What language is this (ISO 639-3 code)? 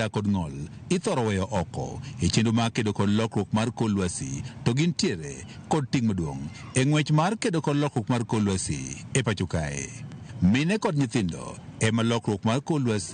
luo